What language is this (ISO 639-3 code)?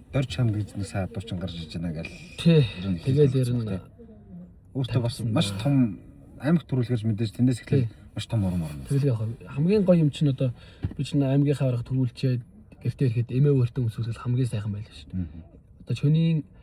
mon